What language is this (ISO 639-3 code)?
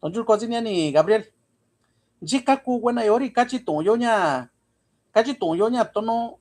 mix